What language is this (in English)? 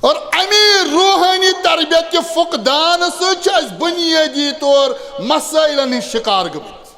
Kashmiri